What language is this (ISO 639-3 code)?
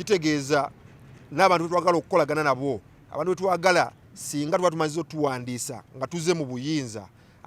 lug